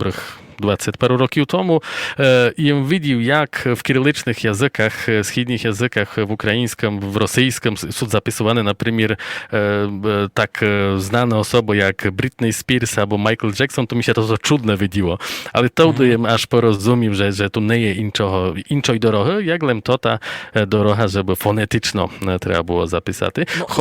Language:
Rusyn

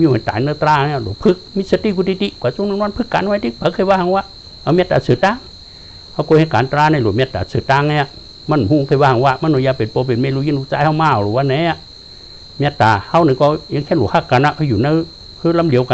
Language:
Shan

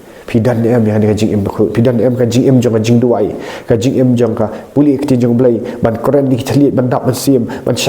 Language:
Khasi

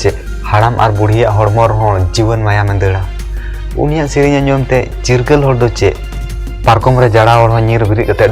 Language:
Santali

